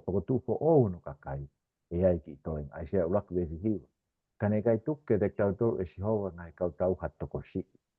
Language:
Tongan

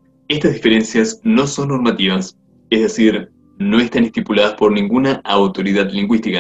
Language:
Spanish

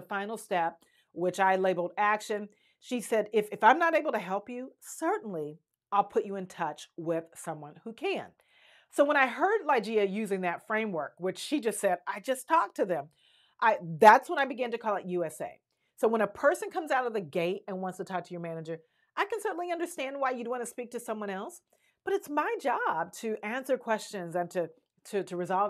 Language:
English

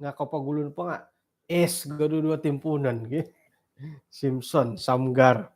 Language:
Central Dusun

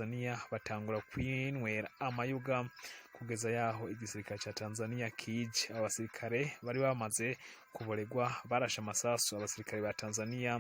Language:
Rundi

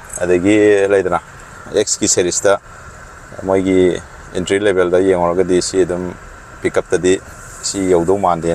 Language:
Manipuri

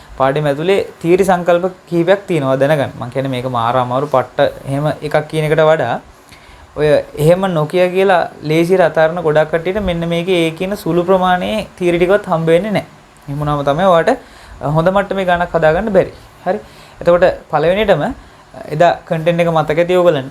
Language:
Sinhala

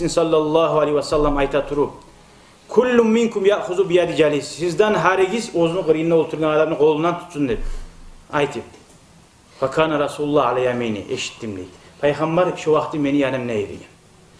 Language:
Kumyk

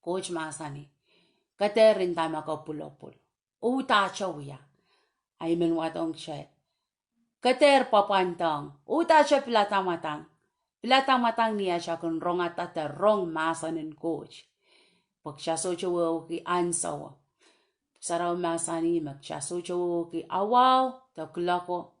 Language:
Pohnpeian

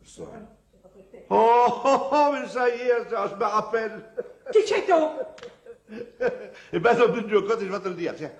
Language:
Picard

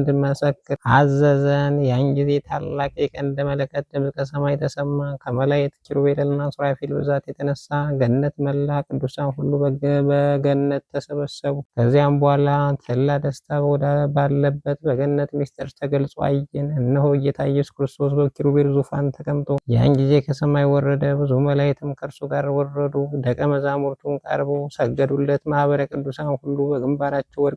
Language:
Amharic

